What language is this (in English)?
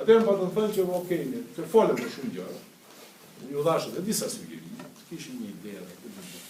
Albanian